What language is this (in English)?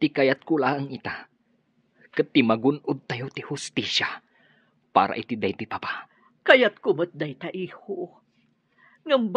Iloko